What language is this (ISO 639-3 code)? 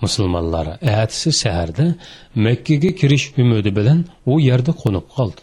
uig